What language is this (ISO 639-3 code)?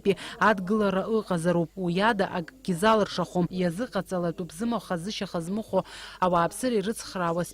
abk